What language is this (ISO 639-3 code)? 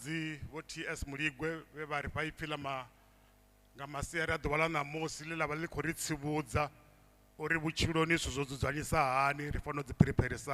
ven